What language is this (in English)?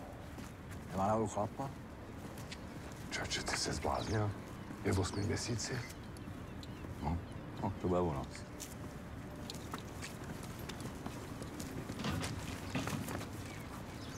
Czech